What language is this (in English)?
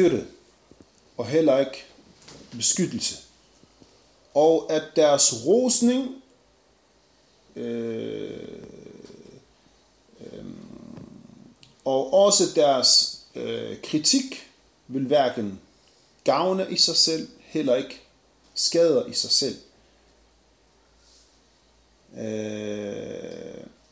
Danish